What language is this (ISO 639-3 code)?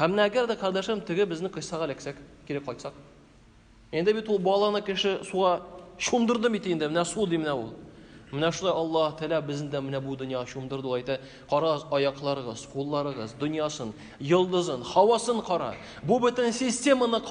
tat